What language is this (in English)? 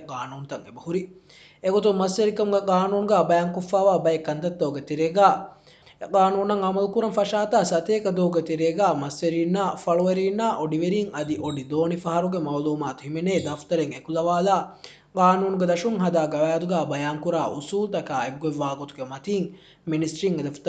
Divehi